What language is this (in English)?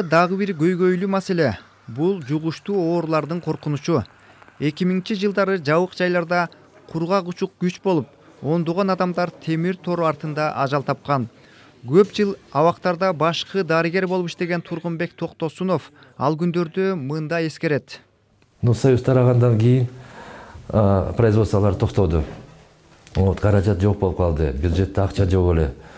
Kyrgyz